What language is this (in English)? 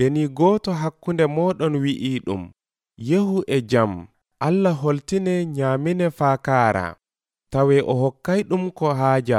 Nigerian Fulfulde